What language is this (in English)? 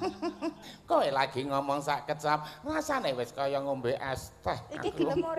Javanese